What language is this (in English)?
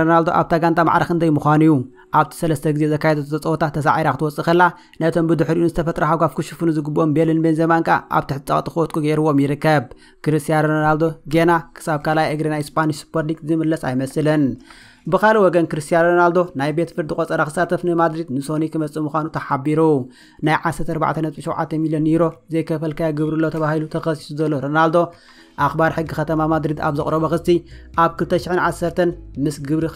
Tigrinya